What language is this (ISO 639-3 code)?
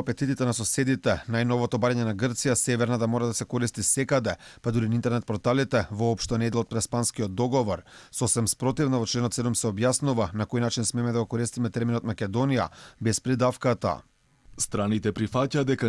mkd